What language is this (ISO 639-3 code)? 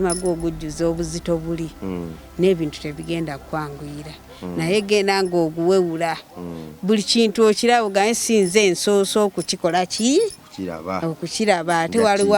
lug